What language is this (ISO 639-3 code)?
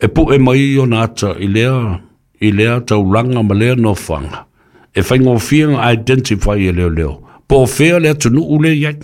smo